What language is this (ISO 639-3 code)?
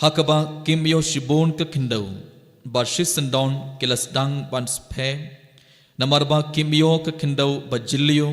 kha